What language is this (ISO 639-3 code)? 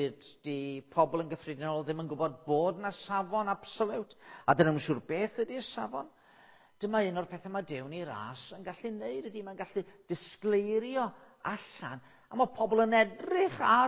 cym